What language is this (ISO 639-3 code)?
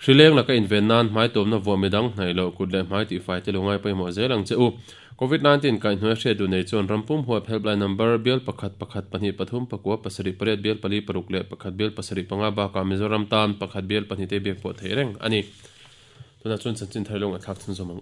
lus